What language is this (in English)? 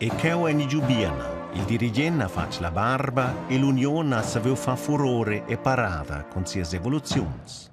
Romansh